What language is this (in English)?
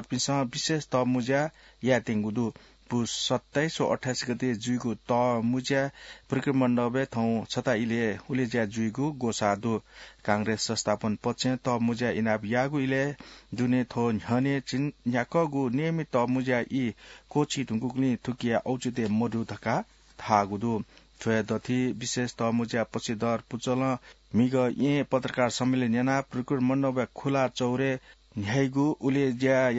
Newari